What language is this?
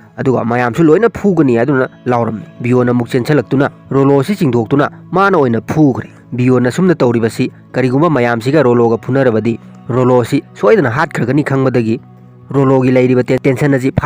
Manipuri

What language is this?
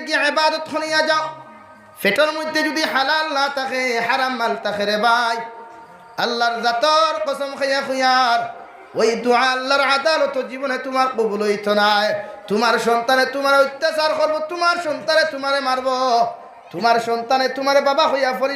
Sylheti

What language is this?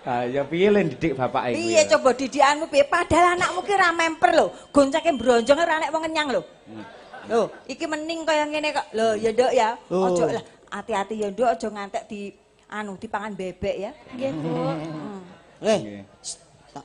Javanese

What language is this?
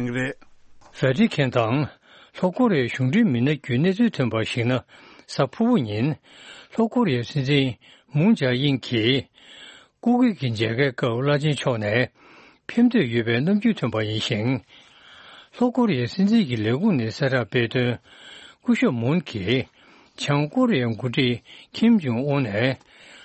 Tibetan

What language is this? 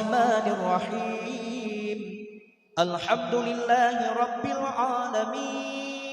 Achinese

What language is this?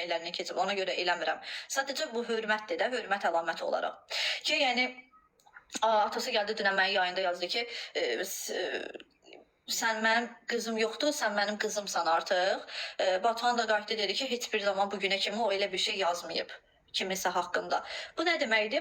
Azerbaijani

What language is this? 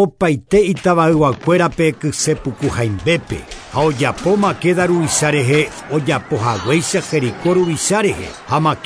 Guarani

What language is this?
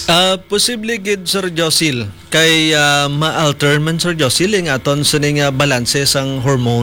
Hiligaynon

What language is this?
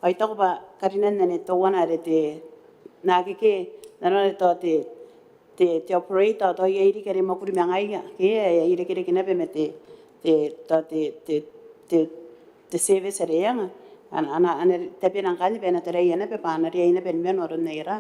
Gilbertese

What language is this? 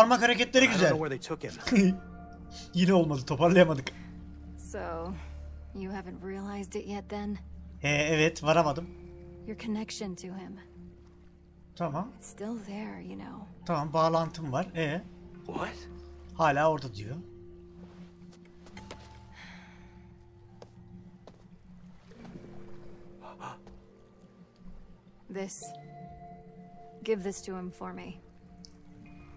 Turkish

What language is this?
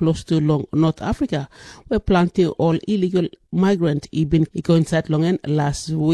Tok Pisin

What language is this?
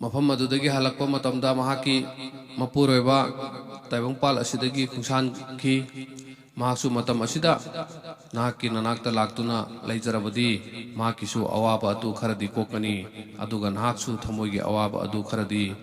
Manipuri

